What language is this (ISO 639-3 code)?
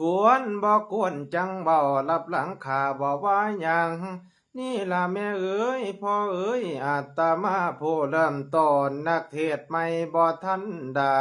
lao